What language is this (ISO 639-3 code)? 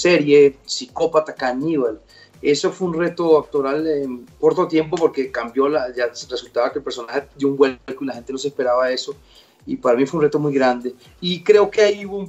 spa